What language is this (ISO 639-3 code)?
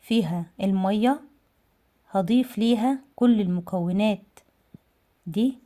arz